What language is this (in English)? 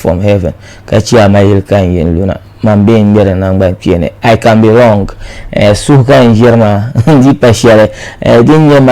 Dagbani